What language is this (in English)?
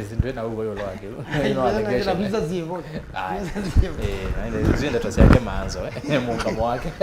Kamba